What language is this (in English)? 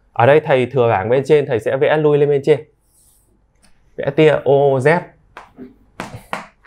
Vietnamese